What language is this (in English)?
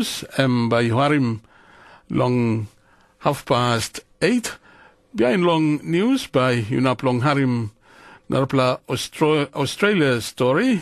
Tok Pisin